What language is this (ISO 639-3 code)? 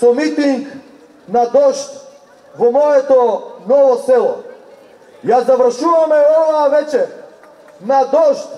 mkd